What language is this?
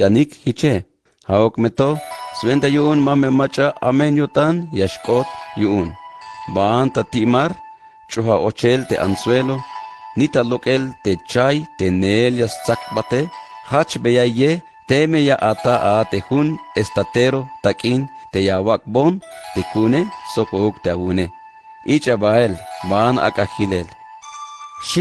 Tzeltal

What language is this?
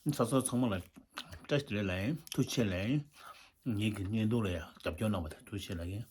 Tibetan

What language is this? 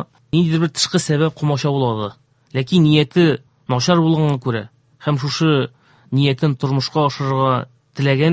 Tatar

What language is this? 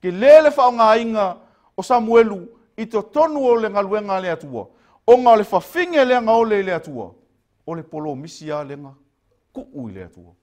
Samoan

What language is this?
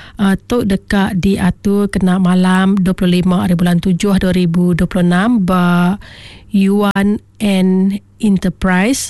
Iban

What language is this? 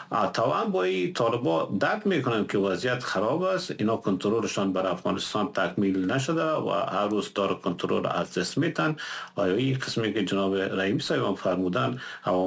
Persian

